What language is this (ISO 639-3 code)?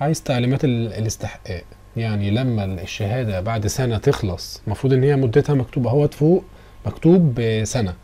arz